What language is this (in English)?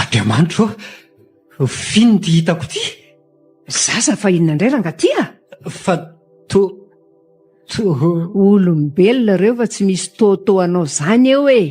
Malagasy